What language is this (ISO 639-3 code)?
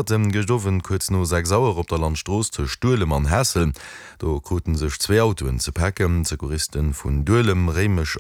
ltz